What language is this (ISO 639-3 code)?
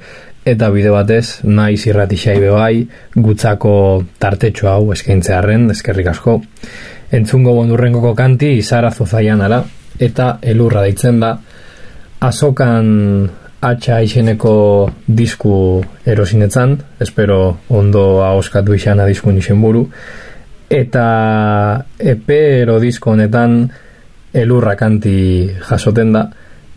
eus